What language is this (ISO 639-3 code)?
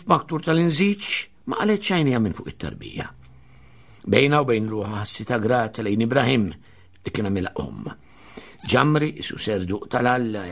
mlt